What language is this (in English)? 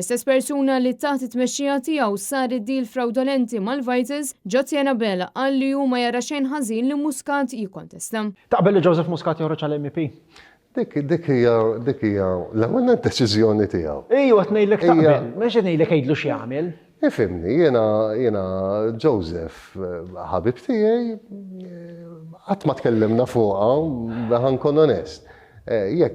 Maltese